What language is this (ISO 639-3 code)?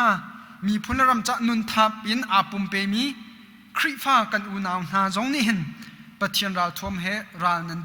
cnh